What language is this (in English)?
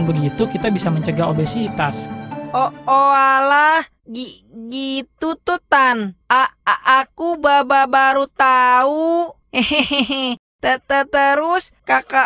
Indonesian